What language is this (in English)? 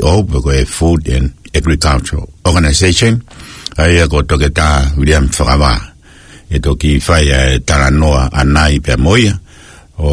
Tongan